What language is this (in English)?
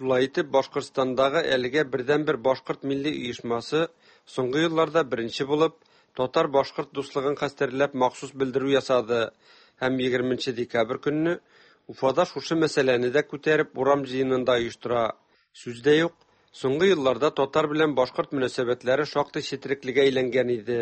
Tatar